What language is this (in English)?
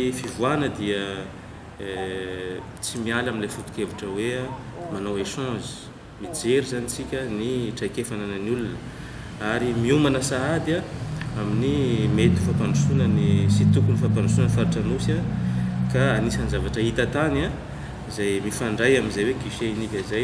Malagasy